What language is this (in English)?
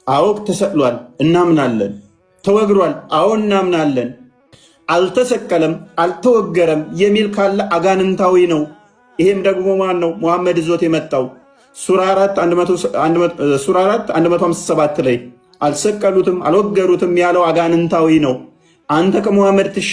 Amharic